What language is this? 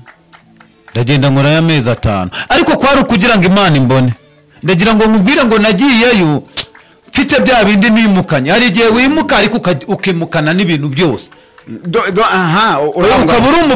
Kinyarwanda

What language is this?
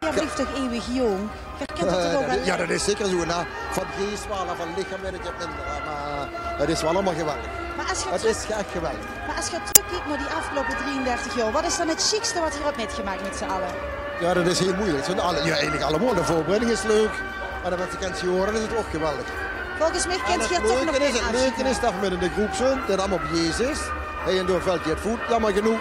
Limburgish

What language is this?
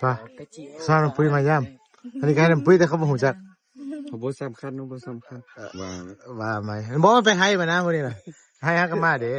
Lao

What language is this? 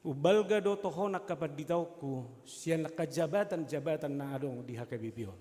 Batak Toba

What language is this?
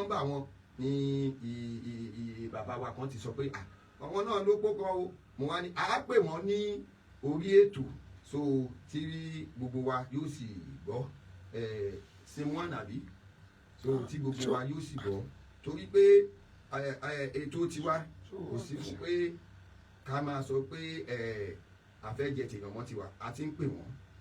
Yoruba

